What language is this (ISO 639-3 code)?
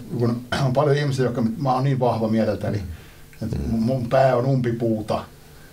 fin